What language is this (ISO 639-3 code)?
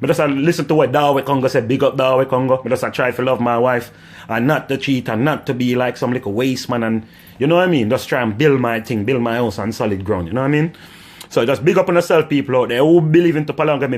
jam